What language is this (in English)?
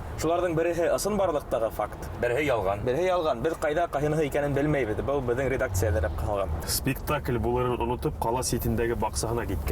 Bashkir